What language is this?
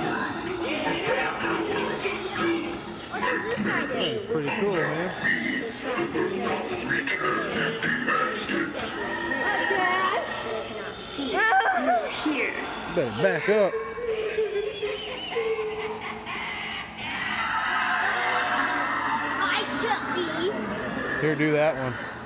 English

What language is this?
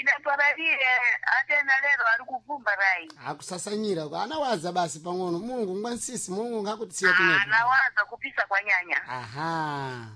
Sena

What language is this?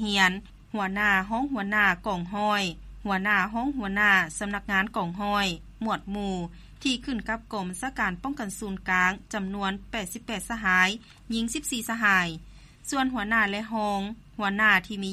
Lao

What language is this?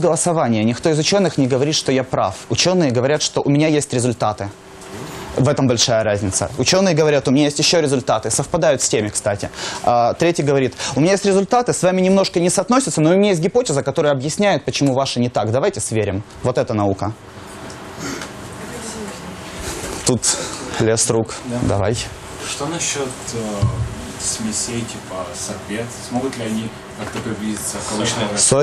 Russian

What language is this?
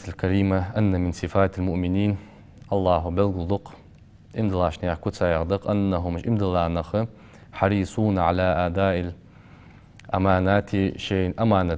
Ingush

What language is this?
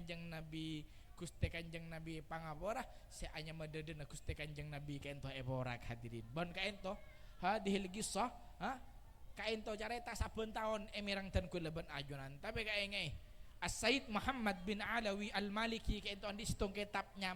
Madurese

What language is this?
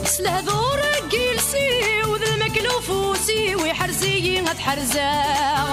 Kabyle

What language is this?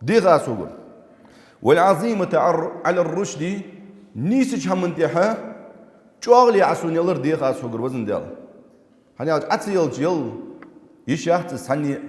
Ingush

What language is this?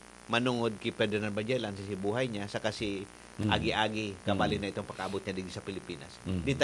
Bikol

